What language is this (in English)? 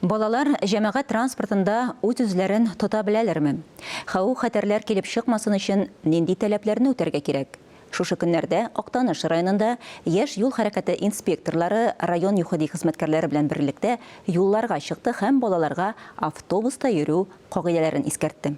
Tatar